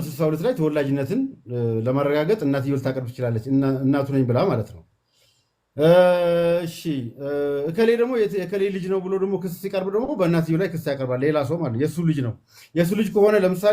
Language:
Amharic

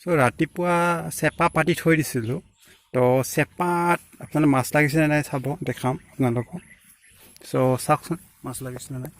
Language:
Assamese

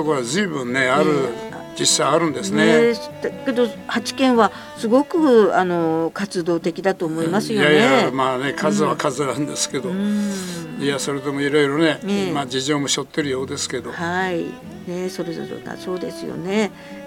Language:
Japanese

